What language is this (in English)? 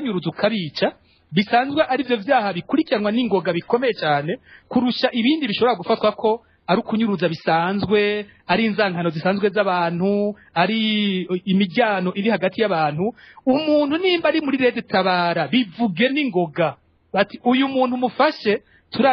Rundi